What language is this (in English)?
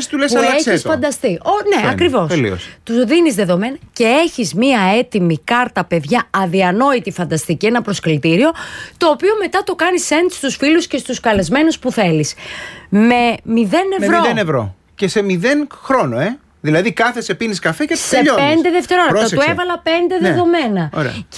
Greek